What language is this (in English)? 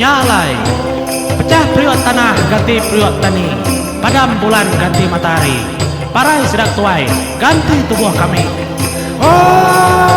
Iban